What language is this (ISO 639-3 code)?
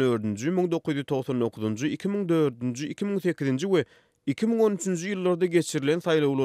tuk